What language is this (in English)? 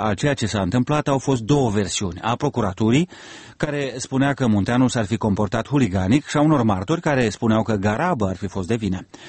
Romanian